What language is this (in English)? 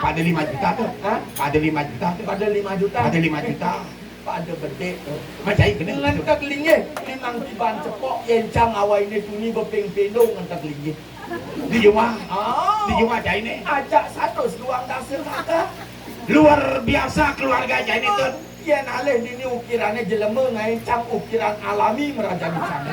Balinese